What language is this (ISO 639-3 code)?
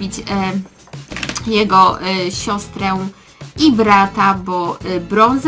pol